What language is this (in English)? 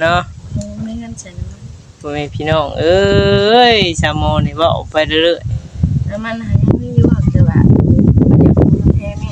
Northeastern Thai